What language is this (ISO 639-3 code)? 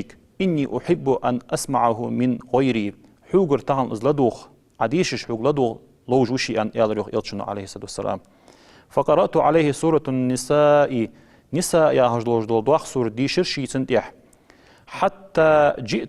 inh